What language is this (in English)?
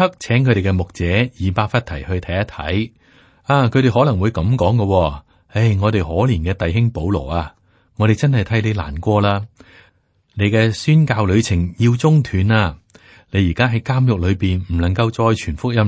Cantonese